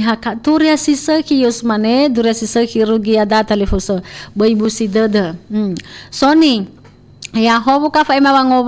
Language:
Nias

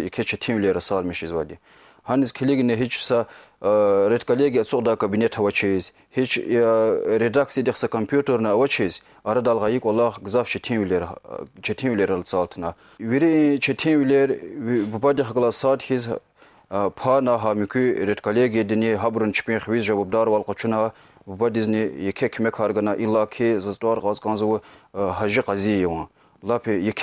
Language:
Lezghian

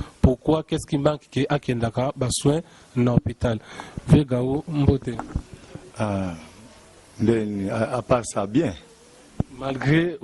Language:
Lingala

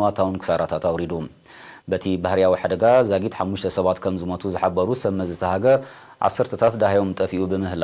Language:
Tigrinya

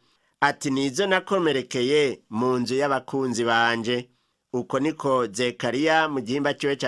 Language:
Rundi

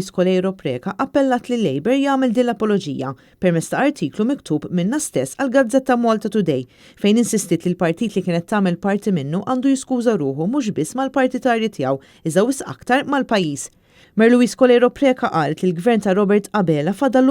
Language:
Maltese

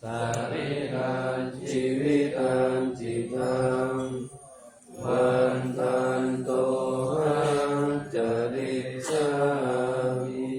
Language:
Pali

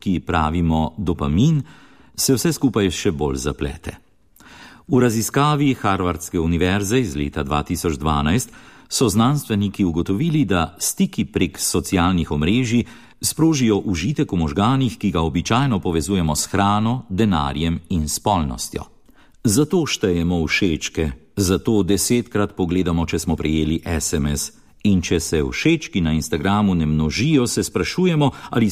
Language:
Slovenian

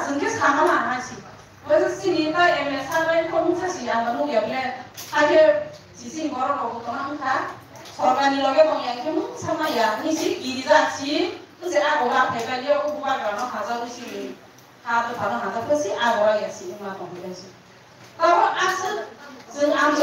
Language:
Kok Borok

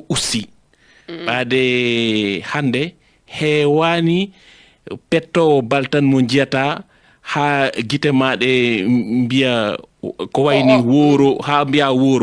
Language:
Fula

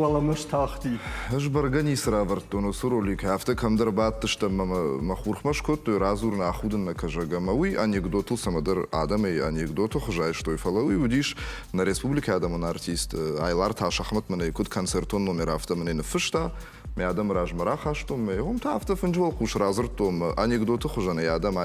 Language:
Ossetic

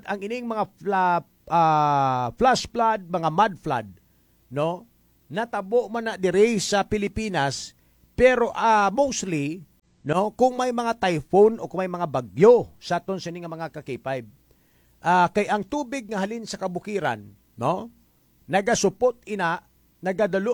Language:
Hiligaynon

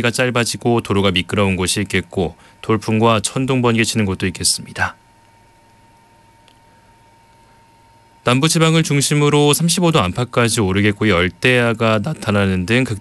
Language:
Korean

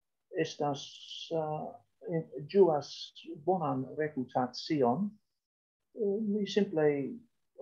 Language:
Esperanto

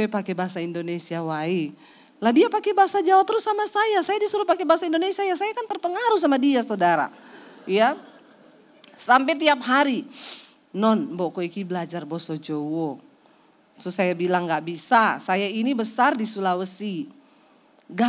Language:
Indonesian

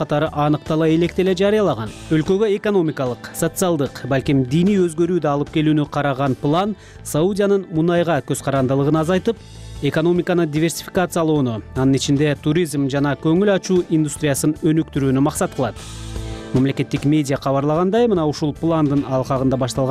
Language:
Kyrgyz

